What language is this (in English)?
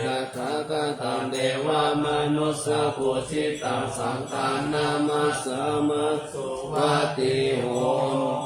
Pali